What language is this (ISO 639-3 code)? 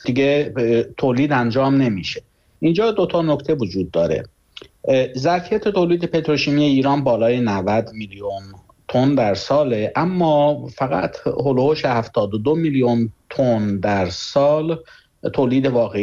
fas